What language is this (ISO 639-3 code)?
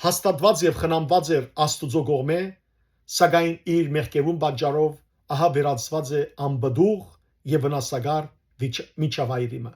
hyw